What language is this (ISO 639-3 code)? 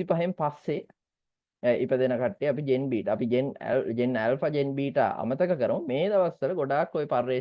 sin